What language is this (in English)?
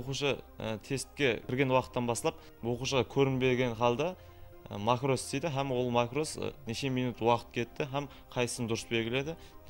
Kara-Kalpak